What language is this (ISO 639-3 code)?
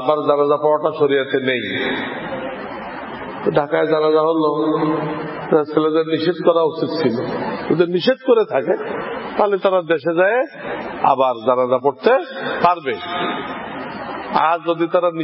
ben